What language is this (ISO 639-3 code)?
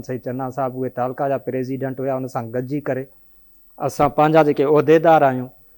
snd